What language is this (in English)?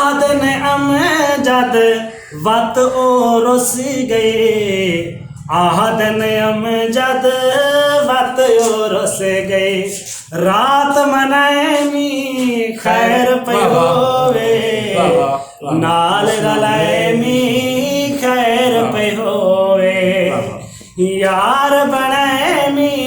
Saraiki